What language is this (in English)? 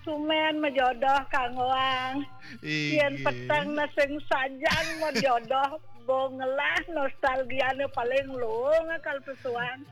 Balinese